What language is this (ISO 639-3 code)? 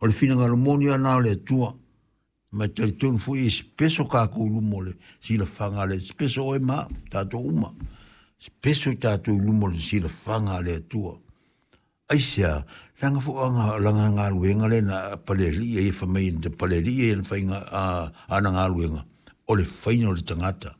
smo